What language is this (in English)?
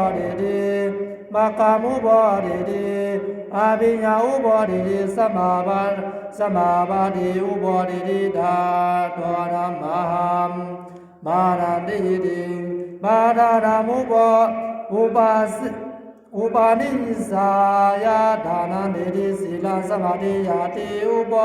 Pali